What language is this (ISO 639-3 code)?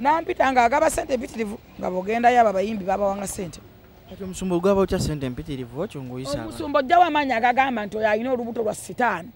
lug